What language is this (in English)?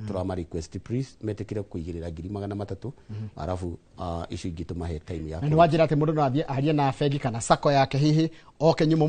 Kikuyu